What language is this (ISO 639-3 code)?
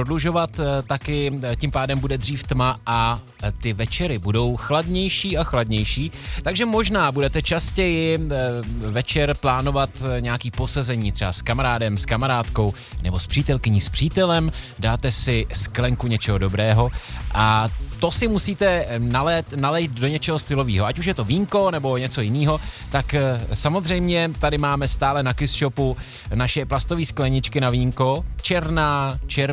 ces